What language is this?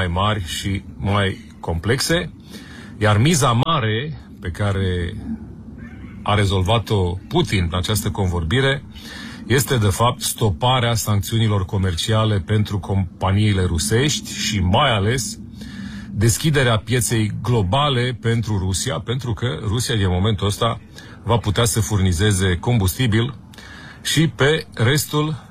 Romanian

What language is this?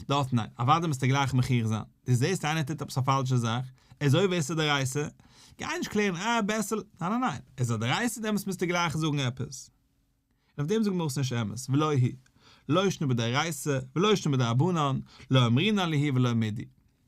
Yiddish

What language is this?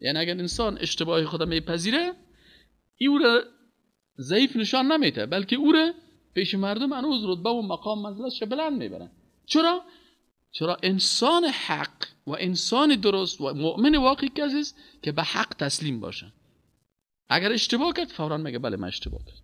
Persian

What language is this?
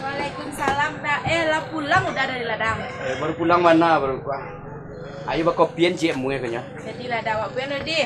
Minangkabau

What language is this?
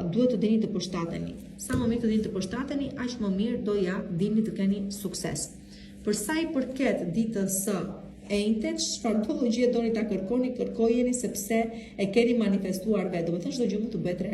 Albanian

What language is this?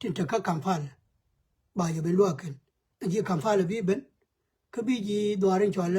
Nuer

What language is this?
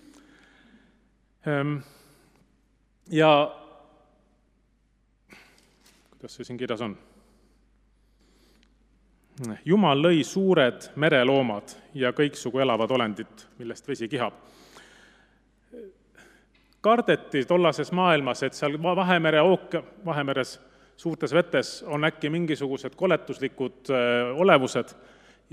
Estonian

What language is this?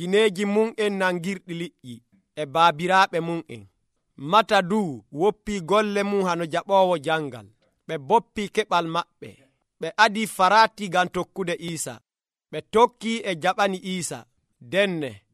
Nigerian Fulfulde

